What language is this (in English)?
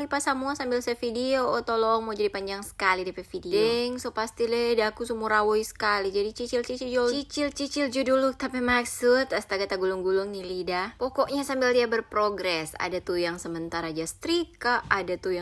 Manado Malay